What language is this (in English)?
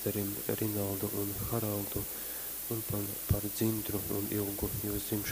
Latgalian